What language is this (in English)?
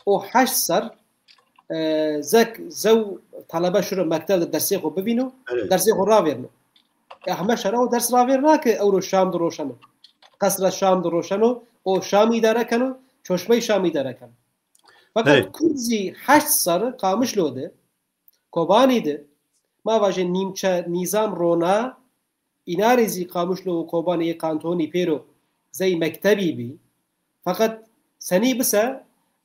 Zaza